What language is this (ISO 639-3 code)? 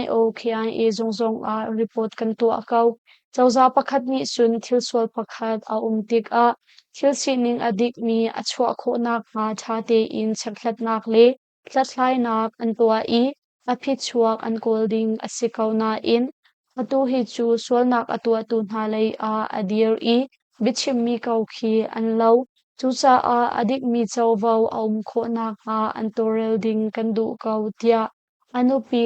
cnh